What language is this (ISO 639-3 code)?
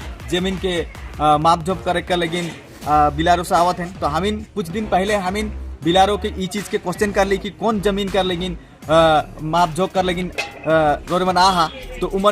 sck